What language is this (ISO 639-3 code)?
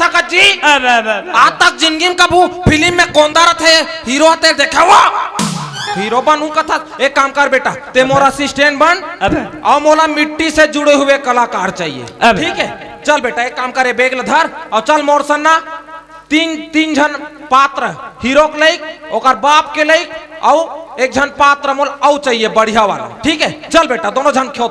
hne